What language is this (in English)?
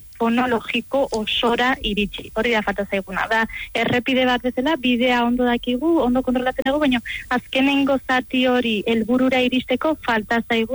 Basque